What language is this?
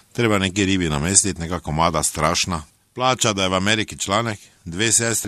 Slovenian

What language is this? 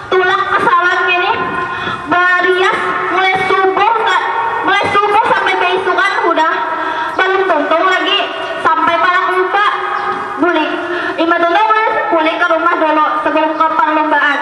Banjar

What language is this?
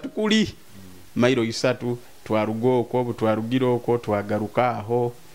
Nyoro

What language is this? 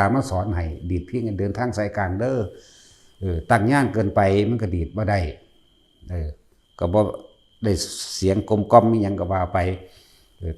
Northeastern Thai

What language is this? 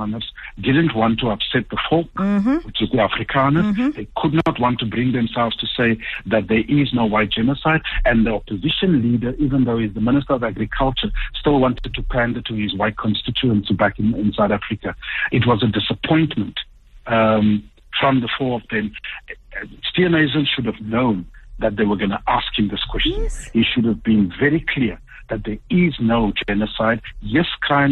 English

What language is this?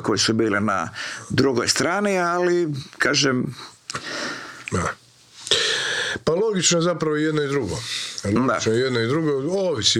Croatian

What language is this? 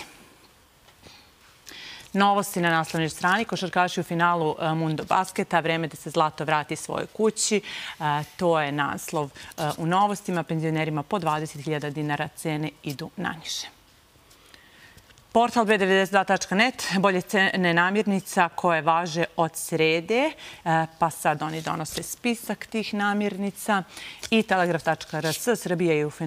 Serbian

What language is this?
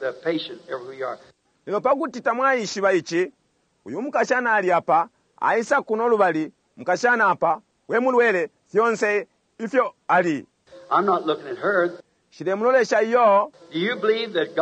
Bemba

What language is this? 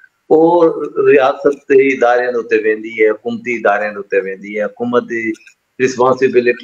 Saraiki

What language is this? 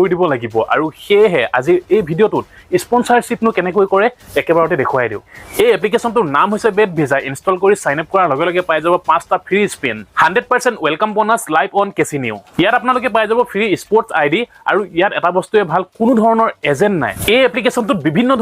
Assamese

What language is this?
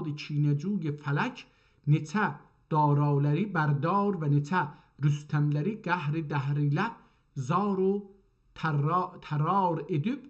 South Azerbaijani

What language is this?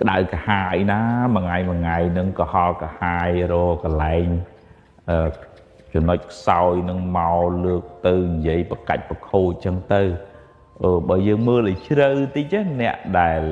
Khmer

